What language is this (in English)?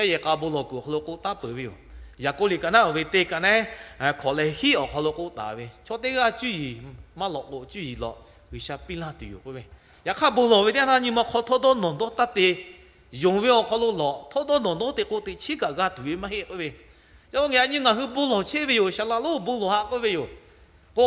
Lahu